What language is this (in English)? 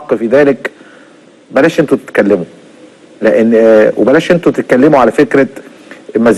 Egyptian Arabic